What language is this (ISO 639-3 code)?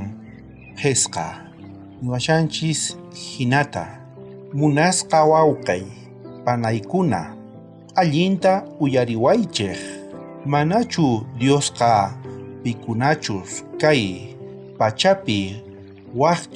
quh